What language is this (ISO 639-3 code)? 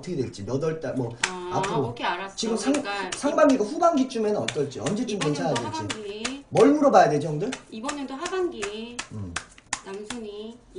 kor